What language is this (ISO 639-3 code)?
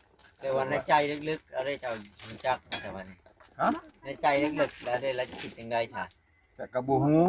lao